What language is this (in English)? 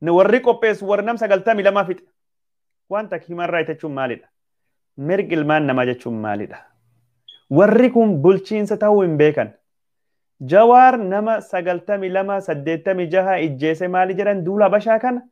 Oromo